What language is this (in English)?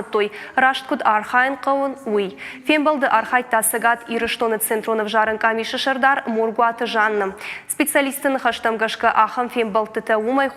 Ossetic